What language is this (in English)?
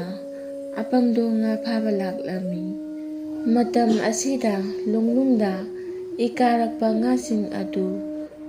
Manipuri